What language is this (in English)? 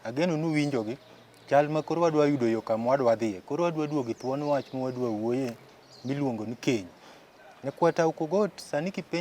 Luo (Kenya and Tanzania)